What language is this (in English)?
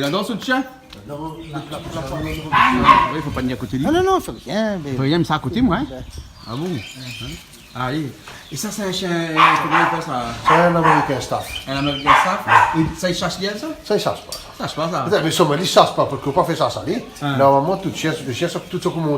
Réunion Creole French